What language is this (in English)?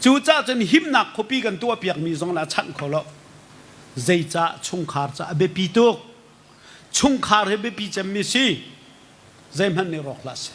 Hakha Chin